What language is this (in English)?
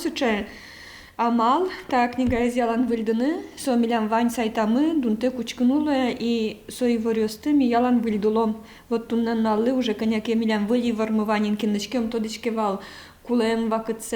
Udmurt